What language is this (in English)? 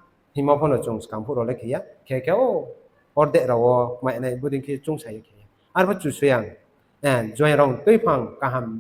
Riang (India)